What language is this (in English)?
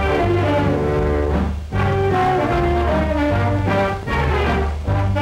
Filipino